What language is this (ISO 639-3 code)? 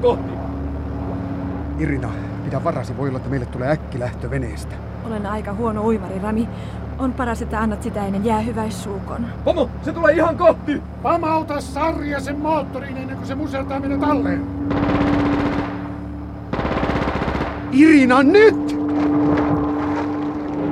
fin